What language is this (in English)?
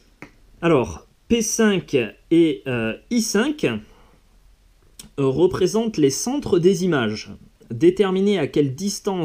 French